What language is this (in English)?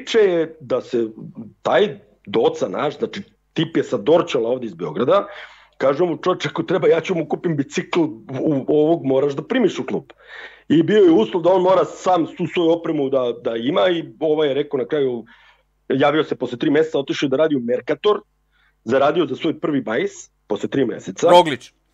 Serbian